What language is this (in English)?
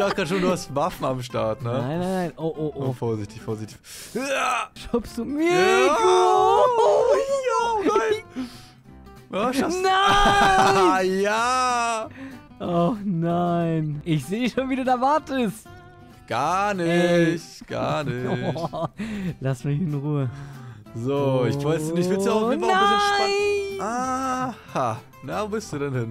German